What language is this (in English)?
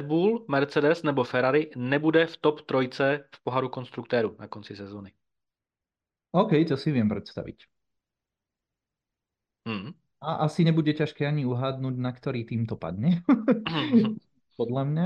Czech